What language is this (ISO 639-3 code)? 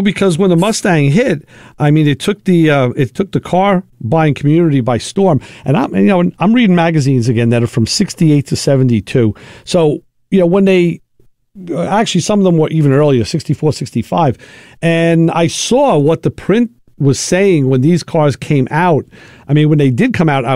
eng